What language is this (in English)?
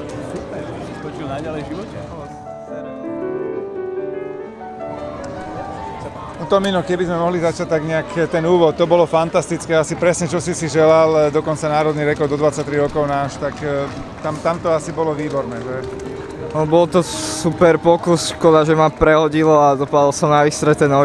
Slovak